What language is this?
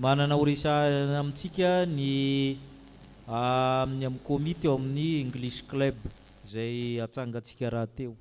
Malagasy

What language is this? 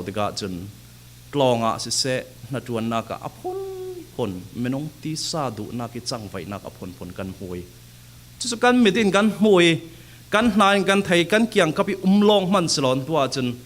Falam Chin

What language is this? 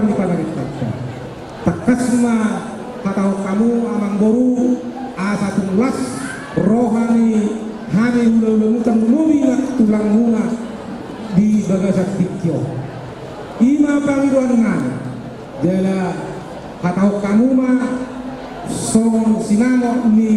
Batak Toba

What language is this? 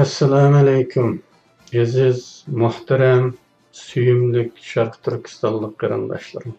Uyghur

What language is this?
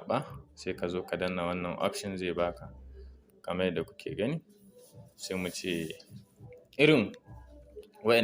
Hausa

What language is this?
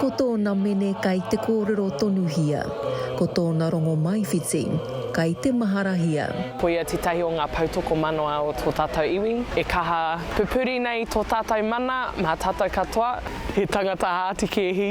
Māori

